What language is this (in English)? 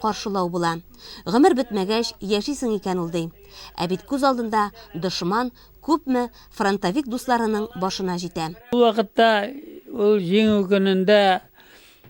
Tatar